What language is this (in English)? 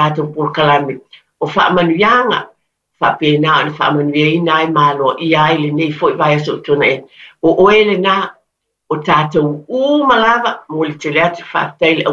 Samoan